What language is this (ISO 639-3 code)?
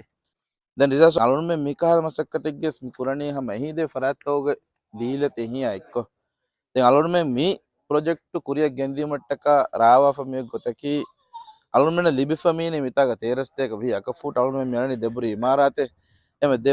div